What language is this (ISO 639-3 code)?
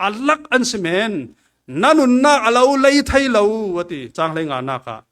cfm